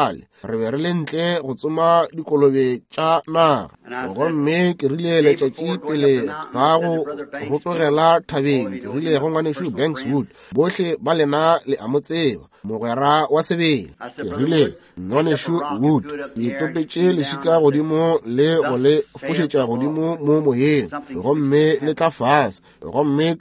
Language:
Northern Sotho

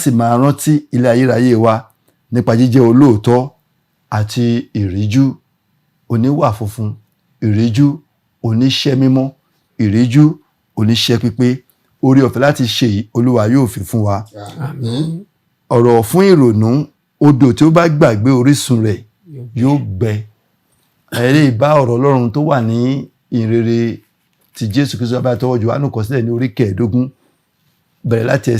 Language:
Yoruba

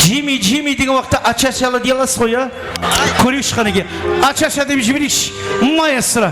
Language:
Kara-Kalpak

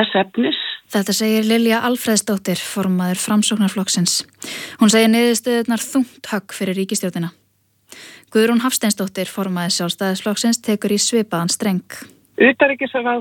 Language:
Icelandic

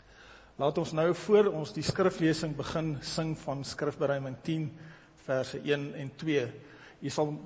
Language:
Afrikaans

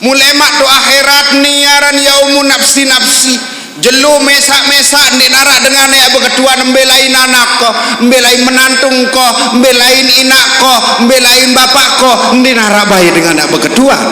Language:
Sasak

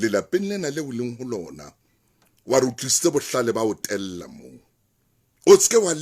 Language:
Southern Sotho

